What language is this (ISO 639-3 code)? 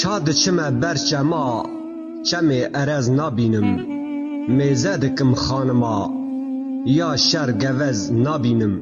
kur